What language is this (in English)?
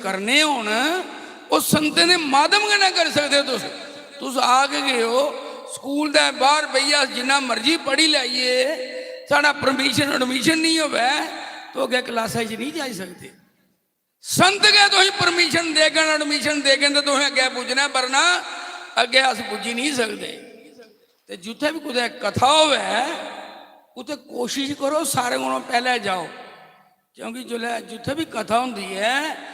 Dogri